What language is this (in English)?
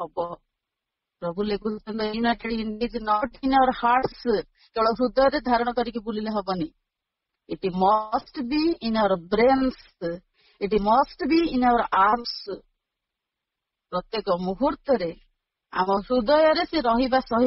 Odia